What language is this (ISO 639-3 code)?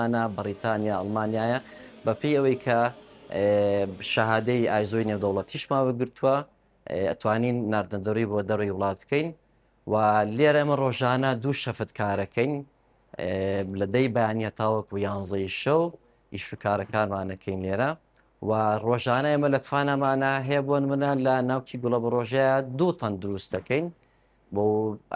ckb